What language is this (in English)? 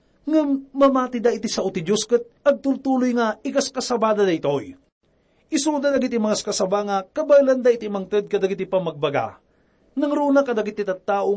Iloko